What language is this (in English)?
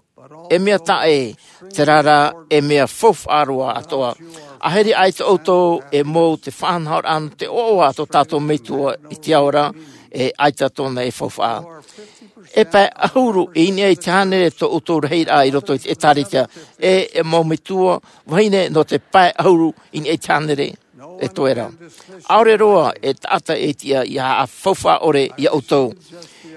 Tahitian